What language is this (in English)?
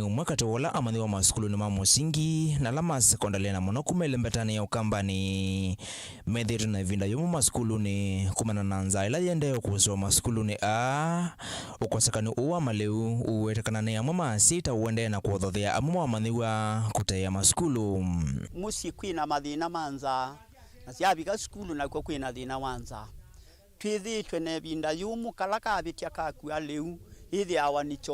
Kamba